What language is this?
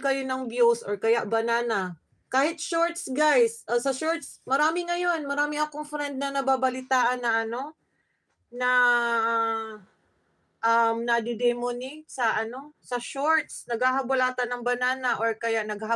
Filipino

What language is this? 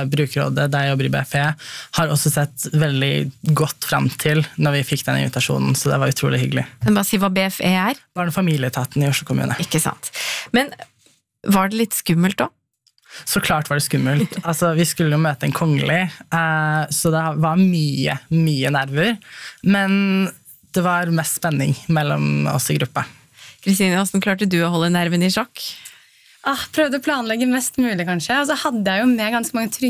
Norwegian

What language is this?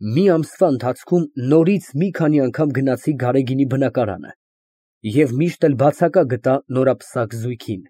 Armenian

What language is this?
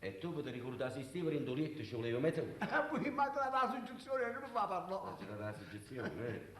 Neapolitan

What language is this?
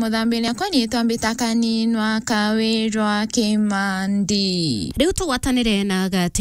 Meru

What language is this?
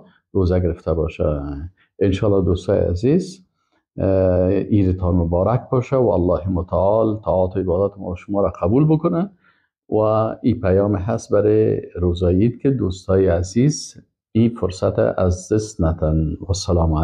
Persian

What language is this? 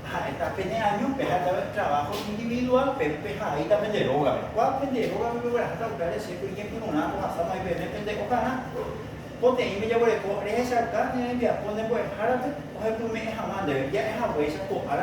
Guarani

